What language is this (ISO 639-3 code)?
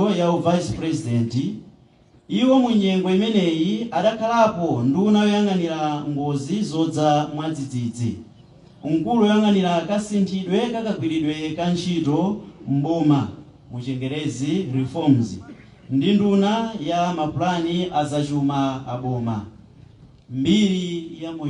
nya